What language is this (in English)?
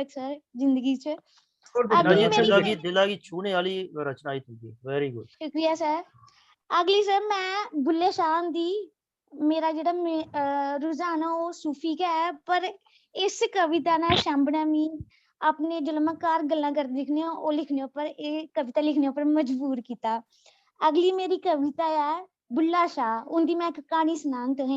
Dogri